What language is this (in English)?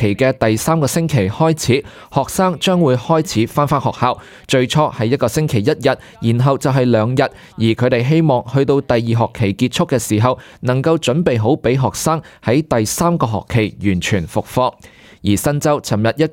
Cantonese